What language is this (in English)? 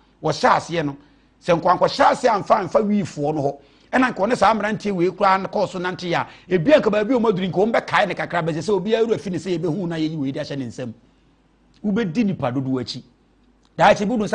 Akan